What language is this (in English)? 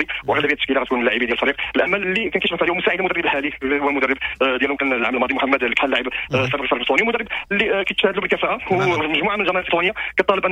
Moroccan Arabic